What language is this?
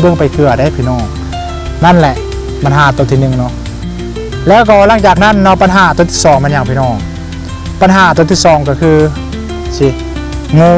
Lao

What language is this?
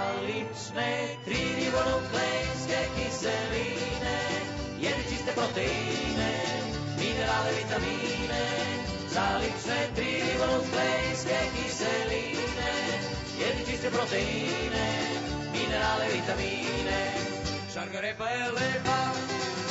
Serbian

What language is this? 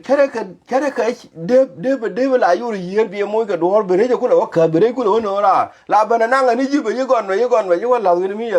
Nuer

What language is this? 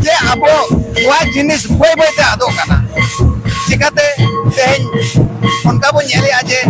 Santali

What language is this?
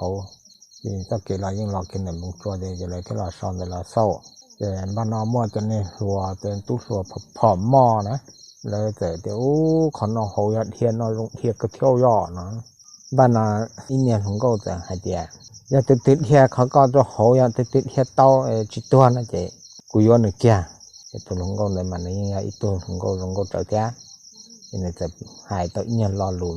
Hmong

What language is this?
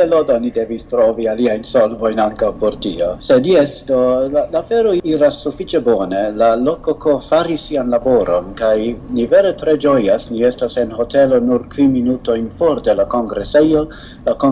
Esperanto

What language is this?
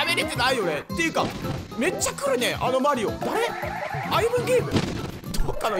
Japanese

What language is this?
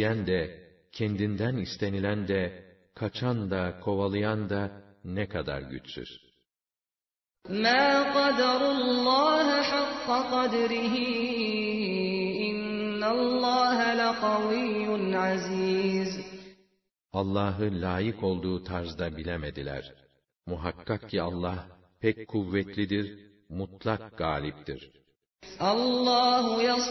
Turkish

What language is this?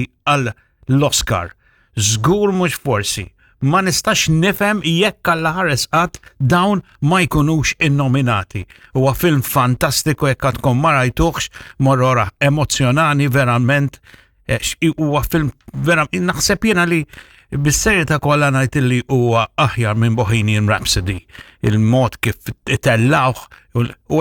Maltese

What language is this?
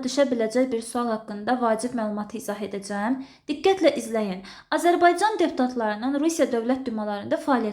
Azerbaijani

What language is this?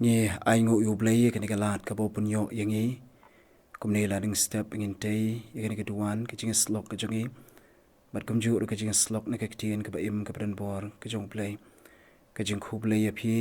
Khasi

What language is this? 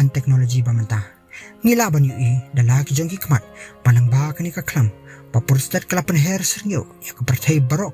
Khasi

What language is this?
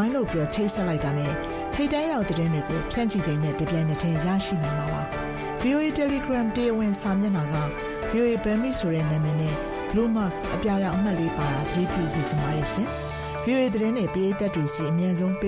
Burmese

